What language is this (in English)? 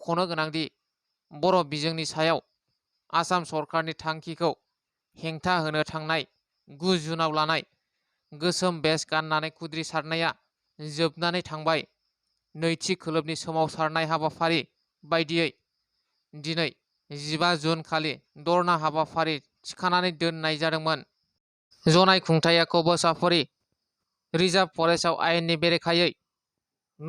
Bodo